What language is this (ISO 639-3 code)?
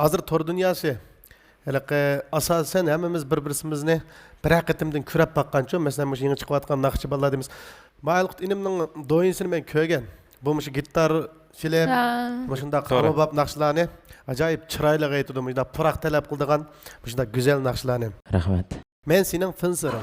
uig